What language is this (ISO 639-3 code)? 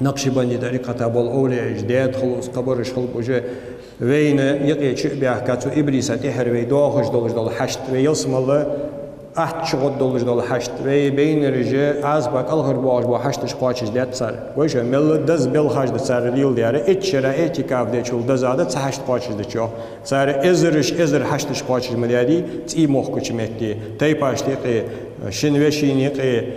inh